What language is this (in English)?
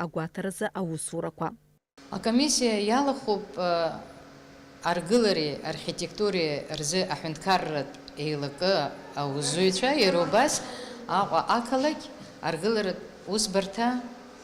Abkhazian